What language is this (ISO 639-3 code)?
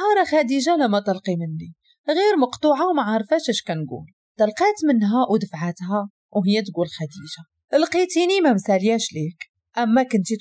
ary